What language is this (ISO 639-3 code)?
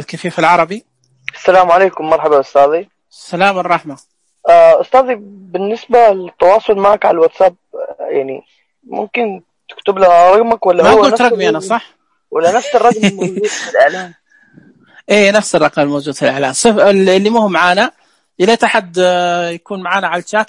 ars